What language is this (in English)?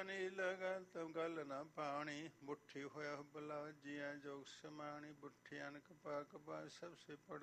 Punjabi